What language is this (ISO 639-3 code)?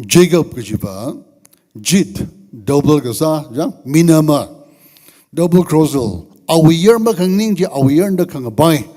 nmf